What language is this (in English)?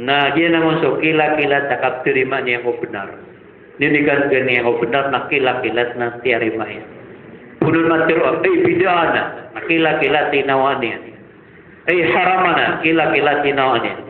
Maranao